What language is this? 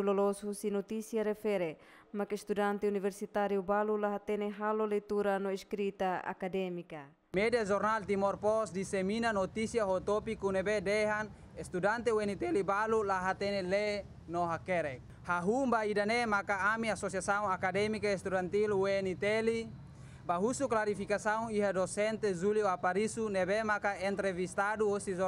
Tetum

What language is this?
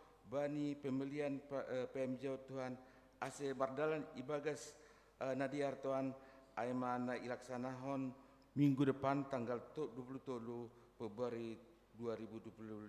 Batak Simalungun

